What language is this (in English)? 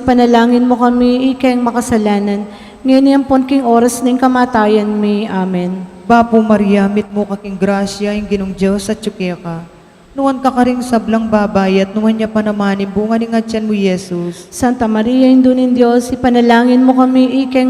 Pampanga